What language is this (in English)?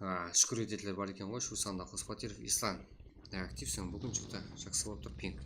Kara-Kalpak